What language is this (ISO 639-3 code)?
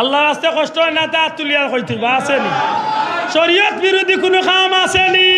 syl